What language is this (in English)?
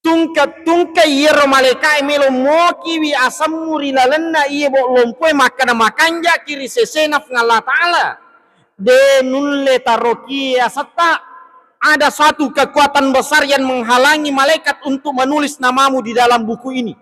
Buginese